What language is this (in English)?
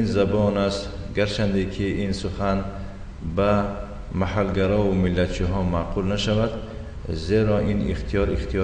Tajik